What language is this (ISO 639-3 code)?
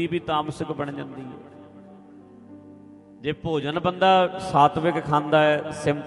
pan